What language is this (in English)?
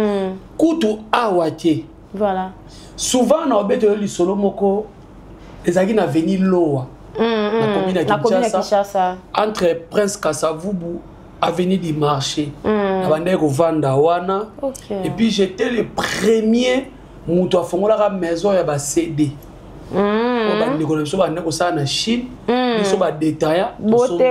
Lingala